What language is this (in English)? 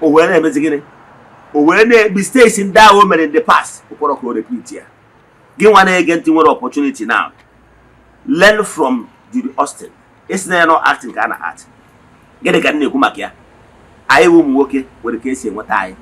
Igbo